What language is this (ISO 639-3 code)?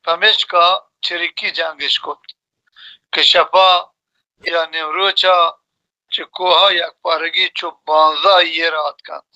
bal